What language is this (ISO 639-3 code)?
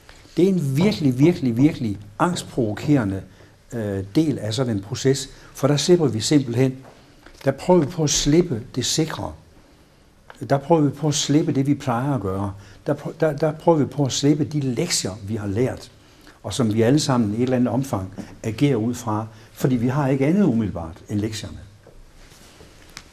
dan